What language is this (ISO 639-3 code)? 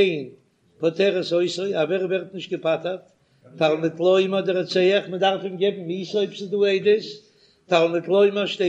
yid